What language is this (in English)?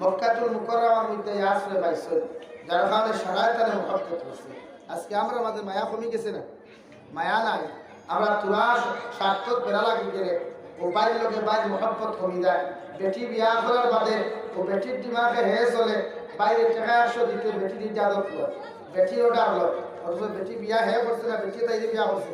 Sylheti